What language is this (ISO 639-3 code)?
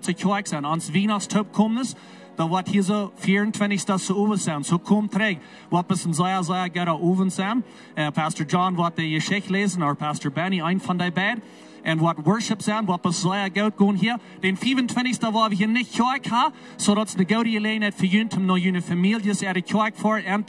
pdt